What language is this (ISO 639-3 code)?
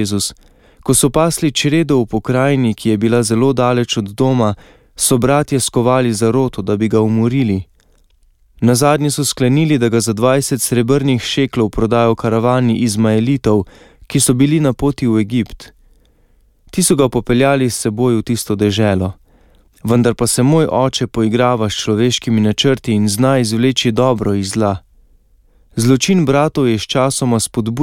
slv